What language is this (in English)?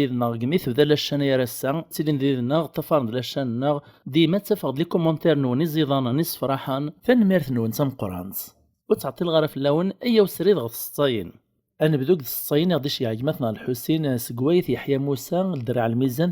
Kabyle